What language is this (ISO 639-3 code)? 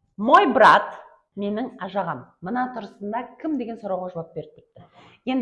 kaa